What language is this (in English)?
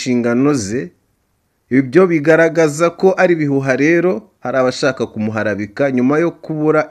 Kinyarwanda